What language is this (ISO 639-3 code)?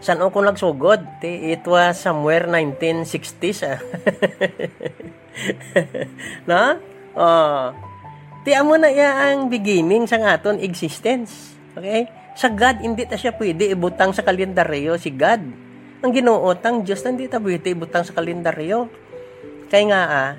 hil